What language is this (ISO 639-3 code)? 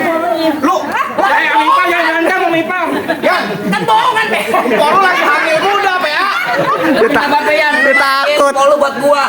bew